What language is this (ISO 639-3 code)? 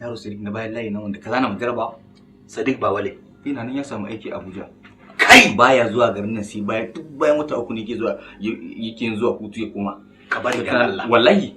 hau